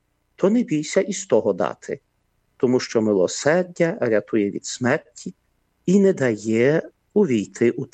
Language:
Ukrainian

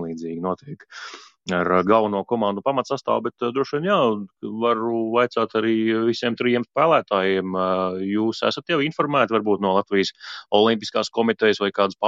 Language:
Latvian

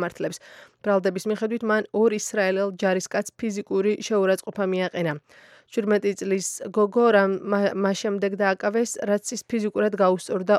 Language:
Georgian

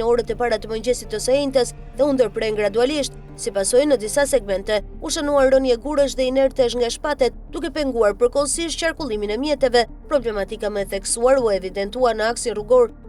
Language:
Albanian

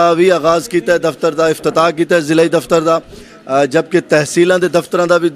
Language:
Western Panjabi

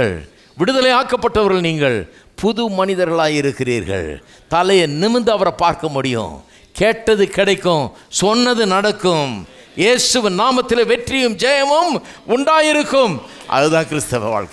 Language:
Tamil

